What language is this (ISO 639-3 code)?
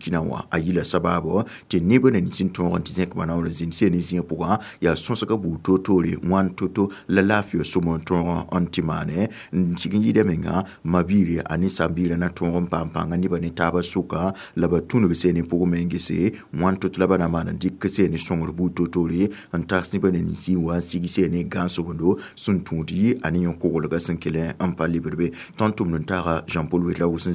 mos